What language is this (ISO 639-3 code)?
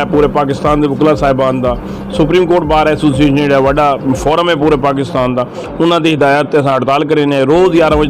skr